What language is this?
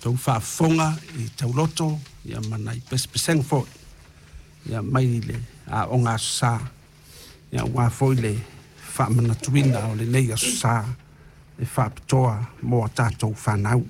Samoan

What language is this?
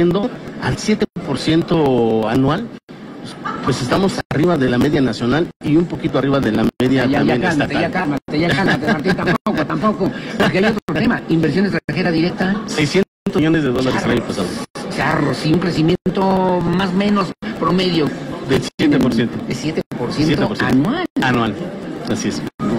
Spanish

